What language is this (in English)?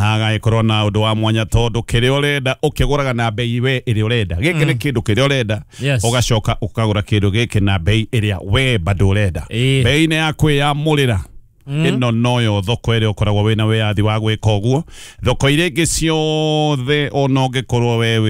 Kikuyu